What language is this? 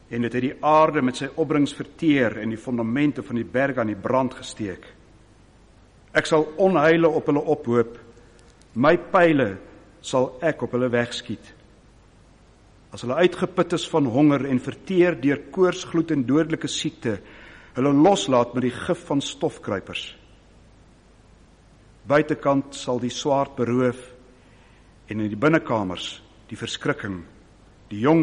Afrikaans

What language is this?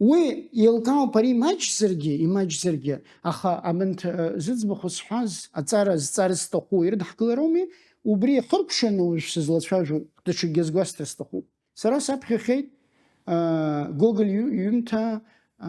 Abkhazian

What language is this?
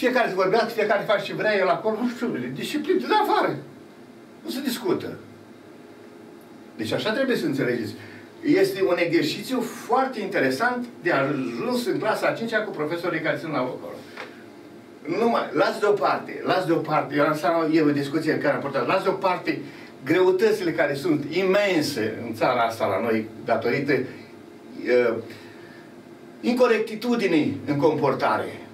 Romanian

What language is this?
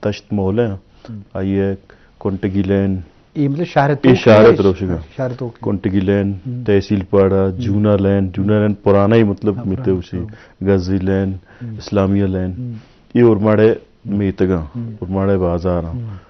Eastern Balochi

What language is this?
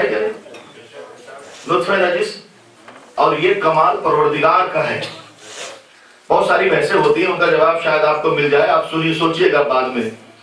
Urdu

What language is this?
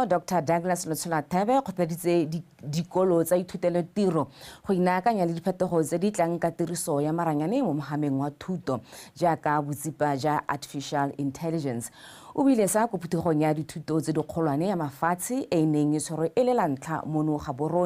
Tswana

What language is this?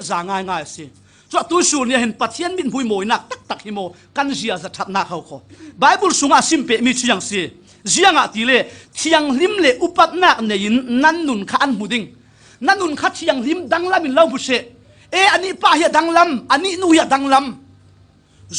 Falam Chin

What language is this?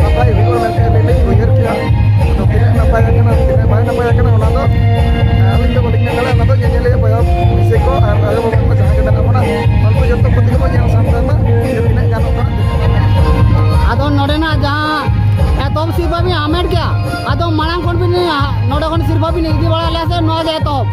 Santali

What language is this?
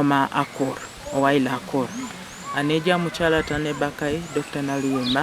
Teso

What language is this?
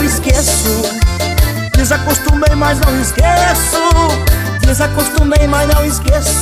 Portuguese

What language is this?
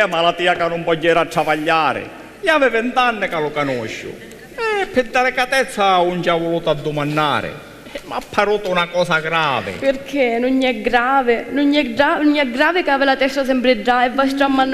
Sicilian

